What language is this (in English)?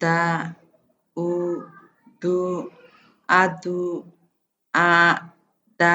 Akha